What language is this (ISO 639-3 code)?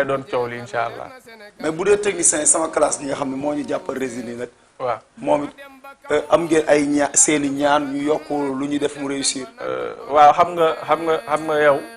wol